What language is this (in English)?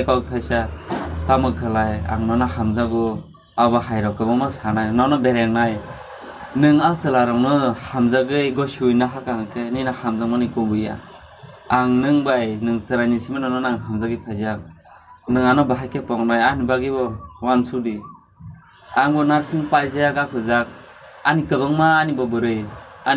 Kok Borok